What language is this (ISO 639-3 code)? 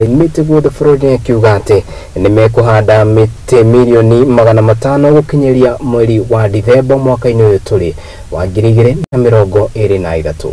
kik